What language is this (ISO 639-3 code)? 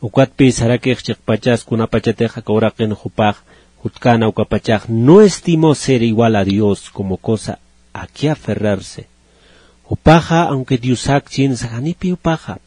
aym